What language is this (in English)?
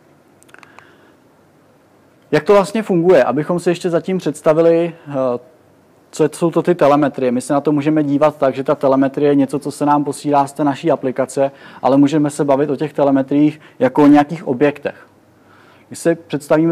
Czech